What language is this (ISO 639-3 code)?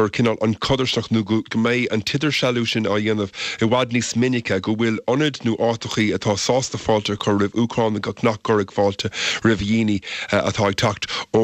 gle